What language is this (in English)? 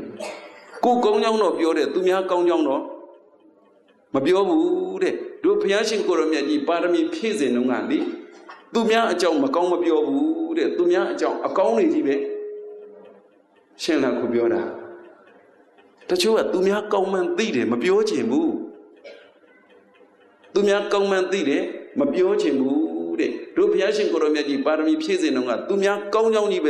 Burmese